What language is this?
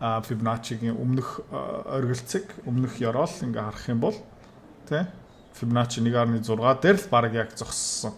Mongolian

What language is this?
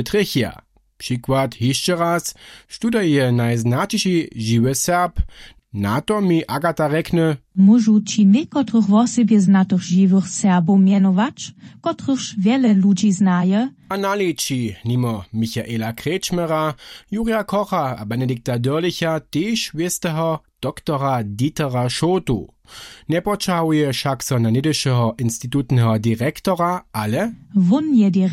Upper Sorbian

